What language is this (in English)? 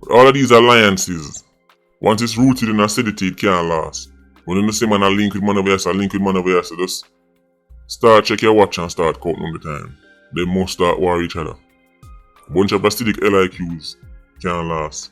Jamaican Creole English